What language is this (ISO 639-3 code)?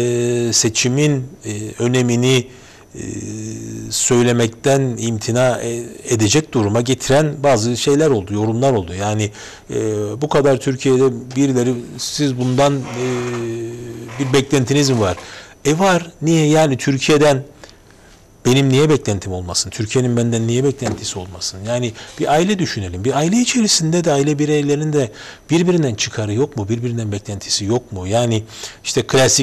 tur